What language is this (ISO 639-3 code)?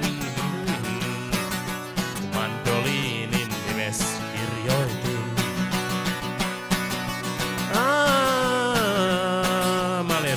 fin